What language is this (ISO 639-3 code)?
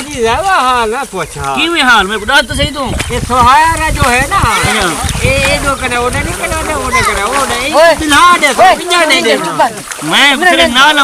skr